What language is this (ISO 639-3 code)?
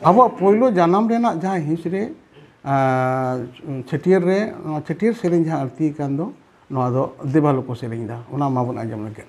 sat